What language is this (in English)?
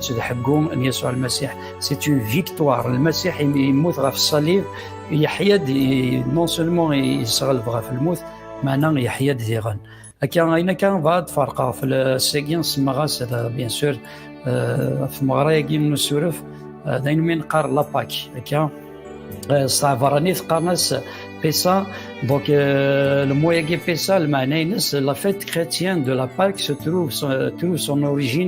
Kabyle